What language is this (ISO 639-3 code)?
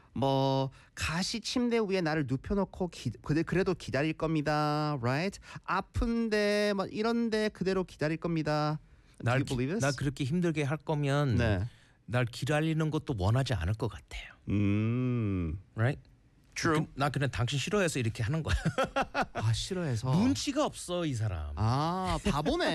kor